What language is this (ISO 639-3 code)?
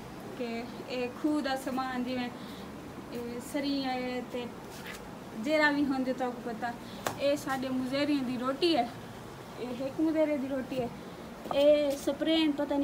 skr